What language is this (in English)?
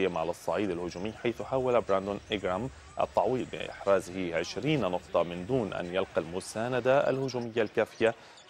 Arabic